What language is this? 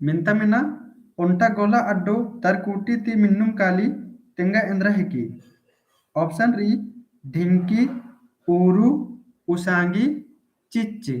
Kurukh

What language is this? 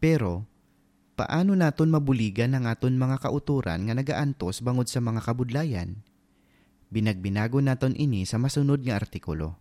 Hiligaynon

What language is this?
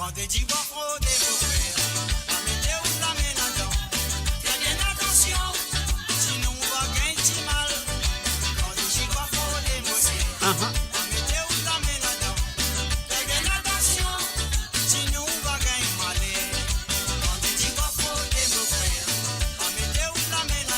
Morisyen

